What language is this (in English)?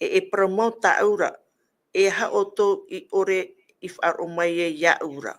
Tahitian